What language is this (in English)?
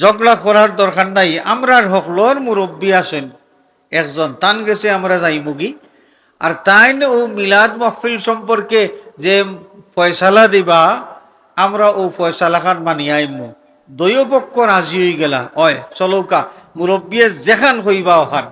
Sylheti